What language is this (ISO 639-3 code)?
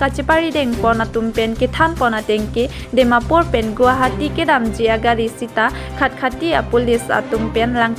mjw